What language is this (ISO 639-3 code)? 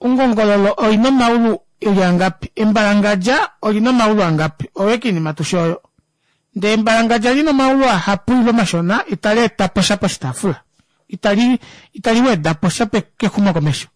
kua